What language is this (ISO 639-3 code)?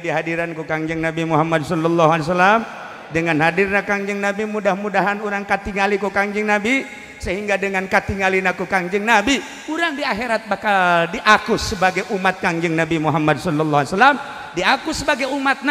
sun